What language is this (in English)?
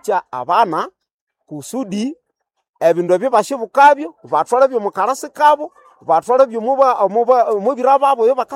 Nande